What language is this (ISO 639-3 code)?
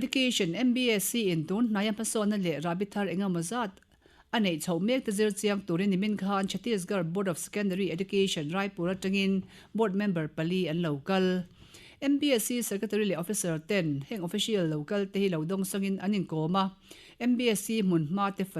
lus